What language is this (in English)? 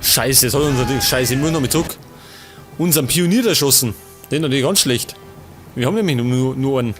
Bavarian